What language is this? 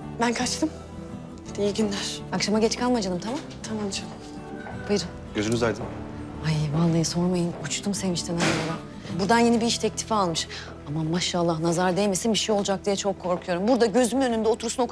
Turkish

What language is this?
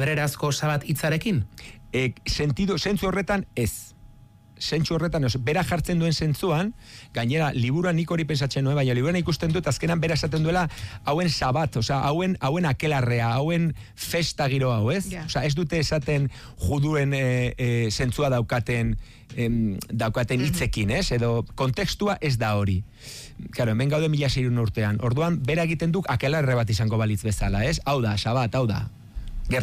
Basque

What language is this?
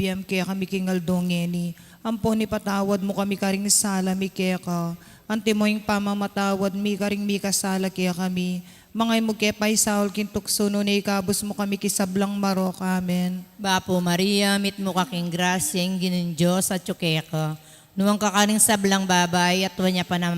Pampanga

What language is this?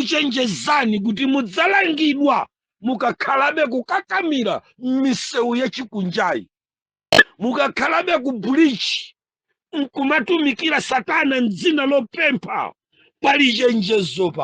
Nyanja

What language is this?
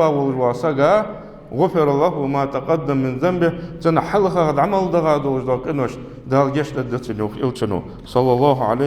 Ingush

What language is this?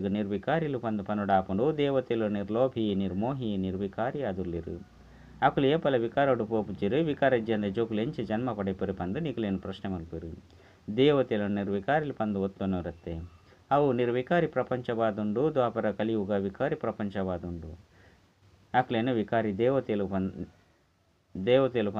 Tulu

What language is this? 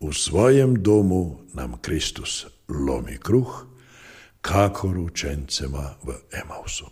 Slovenian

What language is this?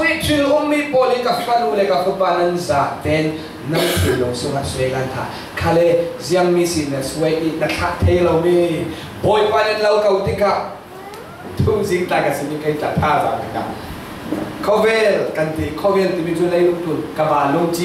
Falam Chin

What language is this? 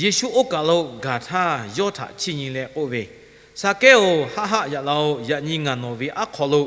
Lahu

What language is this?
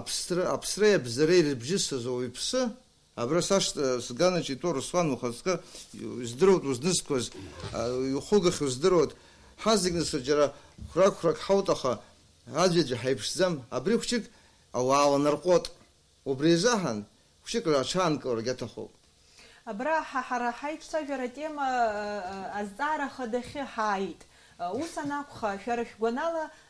Abkhazian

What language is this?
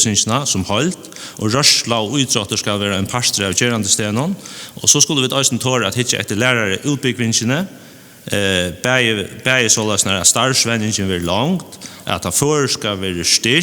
Faroese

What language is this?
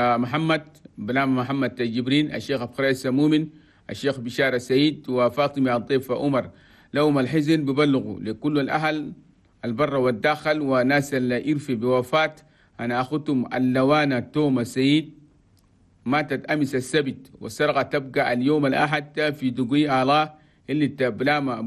Chadian Arabic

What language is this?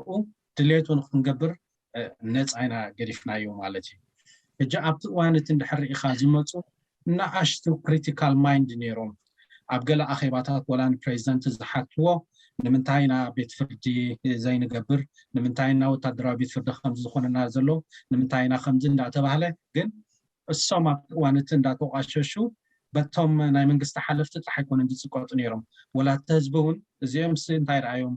Tigrinya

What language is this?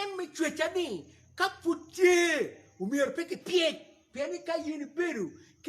Acoli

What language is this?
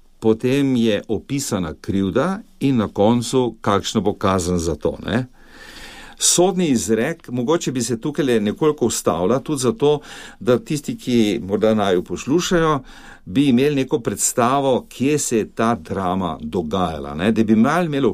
Slovenian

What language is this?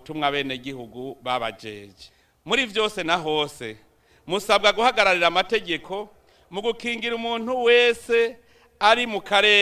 Rundi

